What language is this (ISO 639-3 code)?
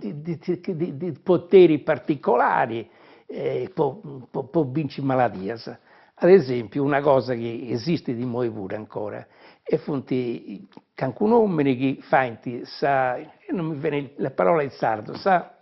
srd